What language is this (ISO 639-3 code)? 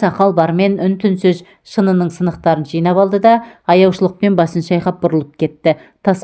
kaz